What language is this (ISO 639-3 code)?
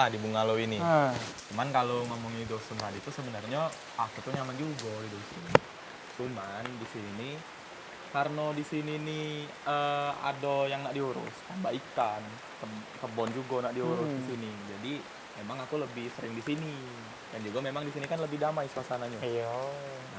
mui